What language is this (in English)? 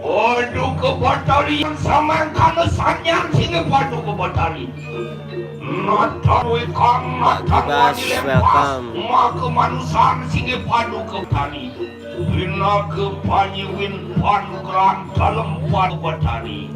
Balinese